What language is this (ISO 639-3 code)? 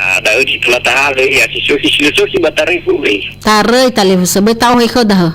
nia